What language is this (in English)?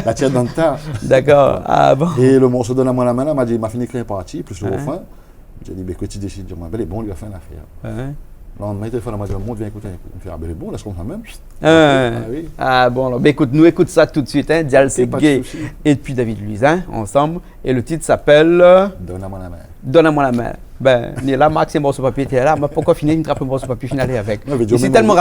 Réunion Creole French